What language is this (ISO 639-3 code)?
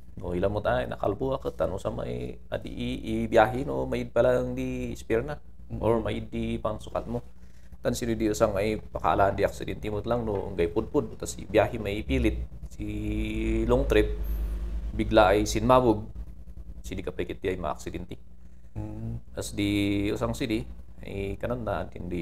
kne